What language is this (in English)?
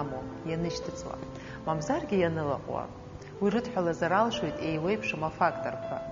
Abkhazian